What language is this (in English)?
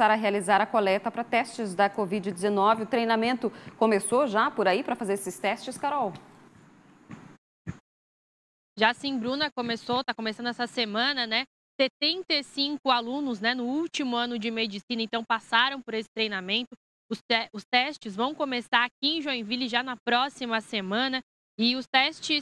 Portuguese